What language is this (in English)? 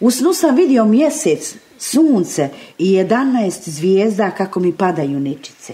Bosnian